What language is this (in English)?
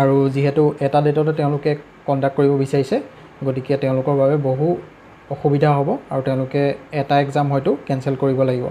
Assamese